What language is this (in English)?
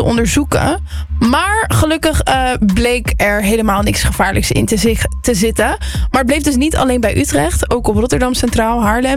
Dutch